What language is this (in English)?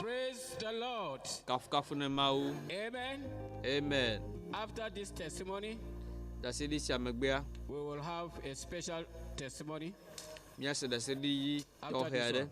Ewe